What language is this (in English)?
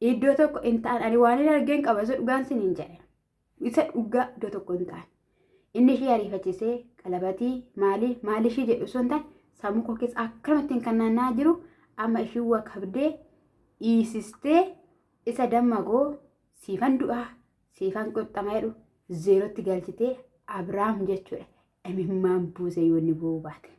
Oromo